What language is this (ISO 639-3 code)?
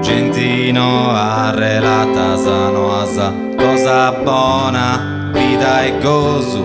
srd